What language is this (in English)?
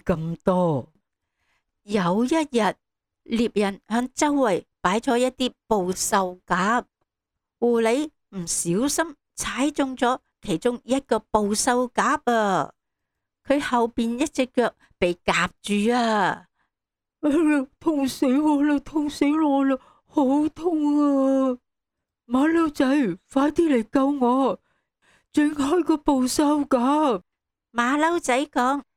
Cantonese